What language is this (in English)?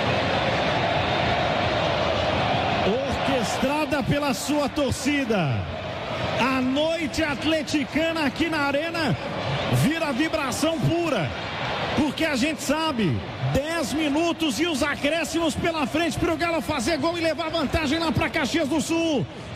Portuguese